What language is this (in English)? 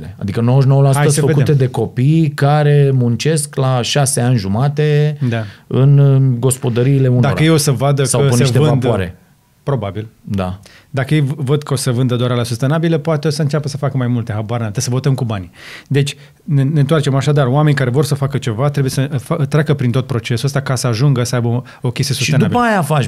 Romanian